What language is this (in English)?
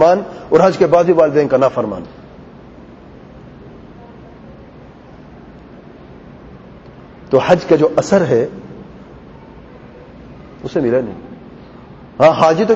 Urdu